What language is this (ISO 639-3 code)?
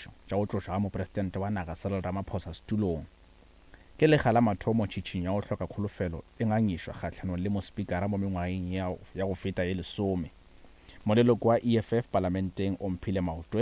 nso